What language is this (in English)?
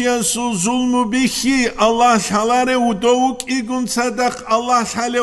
Avaric